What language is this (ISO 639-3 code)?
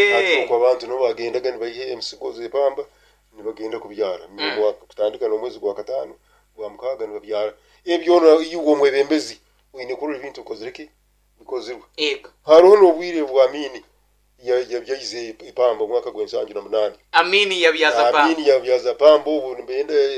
nyo